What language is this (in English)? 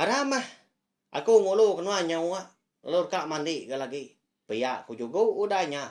Iban